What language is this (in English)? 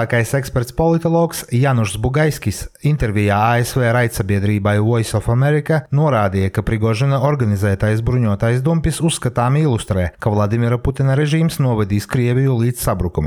Latvian